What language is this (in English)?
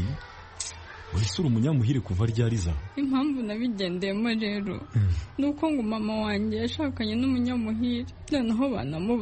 Kinyarwanda